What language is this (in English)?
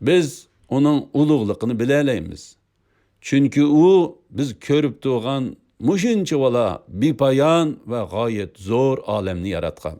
Uyghur